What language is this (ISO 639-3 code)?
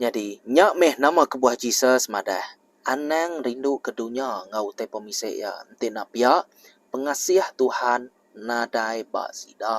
iba